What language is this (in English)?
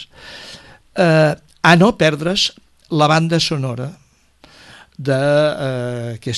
Catalan